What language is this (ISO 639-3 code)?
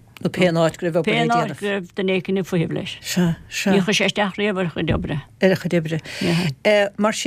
gle